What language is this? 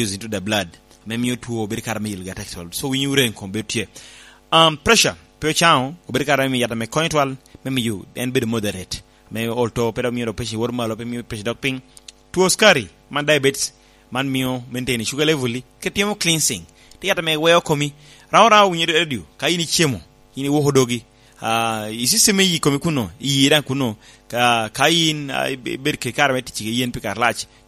Lango (Uganda)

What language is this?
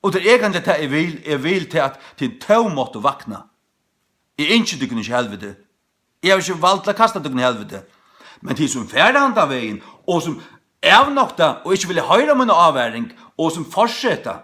Faroese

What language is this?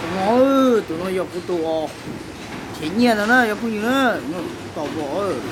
Hmong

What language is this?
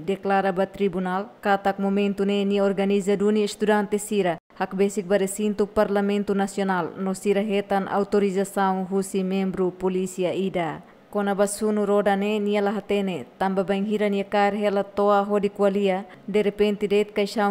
Tetum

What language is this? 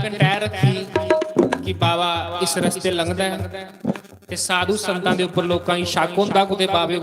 Dogri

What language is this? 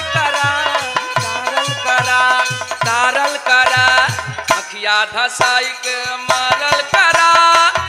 Bhojpuri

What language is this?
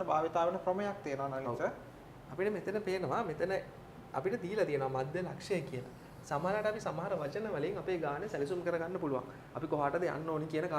Sinhala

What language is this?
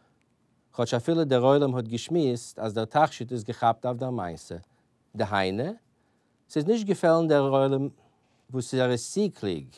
Yiddish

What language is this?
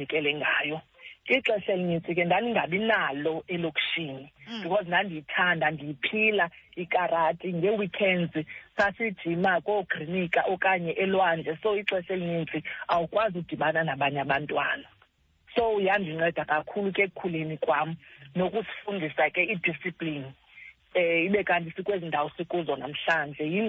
Xhosa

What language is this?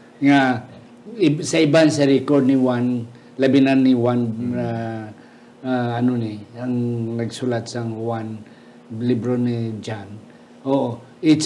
Hiligaynon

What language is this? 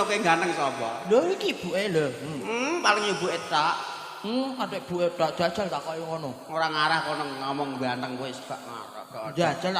Javanese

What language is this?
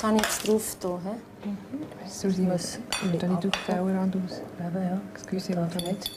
Swiss German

